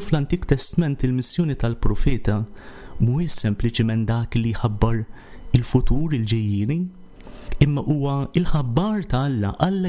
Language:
Maltese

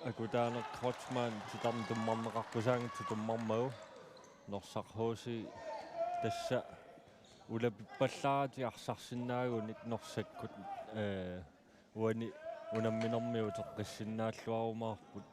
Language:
Kalaallisut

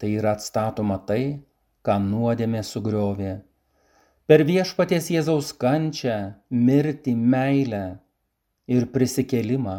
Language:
Lithuanian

